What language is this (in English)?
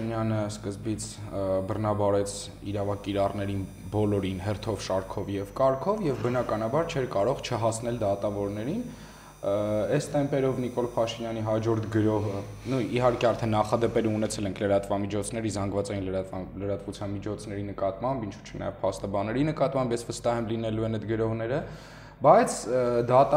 Armenian